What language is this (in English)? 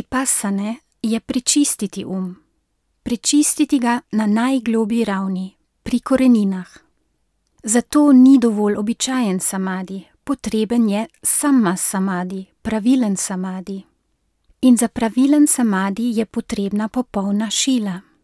Slovenian